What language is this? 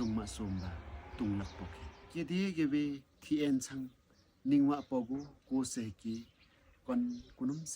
Limbu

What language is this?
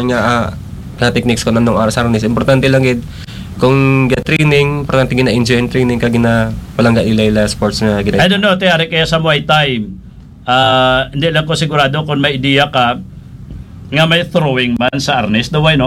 Hiligaynon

